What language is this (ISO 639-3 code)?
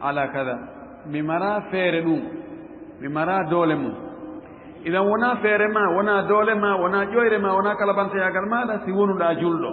ful